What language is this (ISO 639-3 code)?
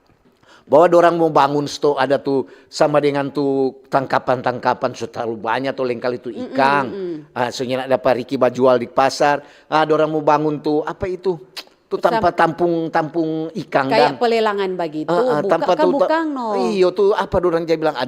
xmm